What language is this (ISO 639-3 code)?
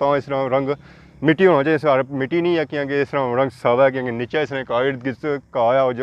phr